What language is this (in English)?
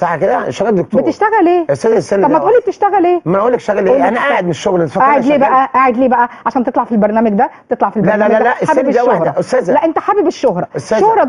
Egyptian Arabic